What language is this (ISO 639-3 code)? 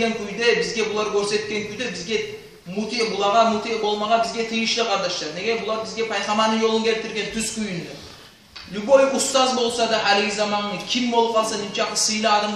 kum